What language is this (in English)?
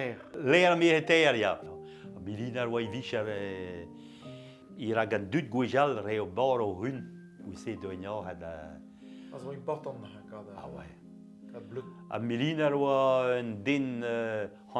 Breton